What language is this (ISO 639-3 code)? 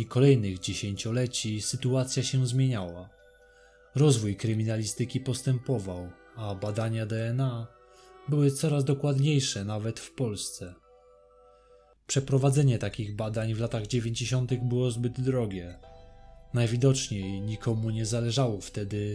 pol